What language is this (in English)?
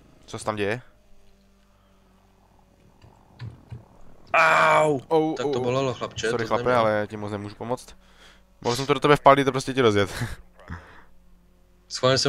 Czech